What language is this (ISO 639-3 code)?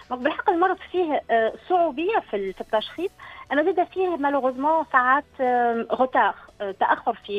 aeb